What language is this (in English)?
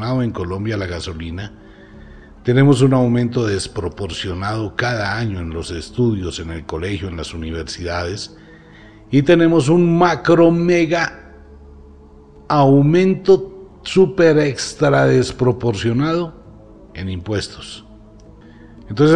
Spanish